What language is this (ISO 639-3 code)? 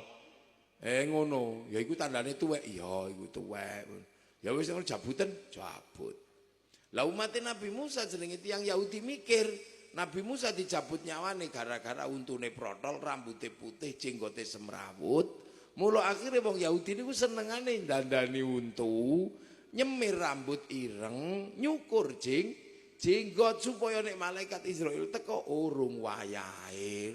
jav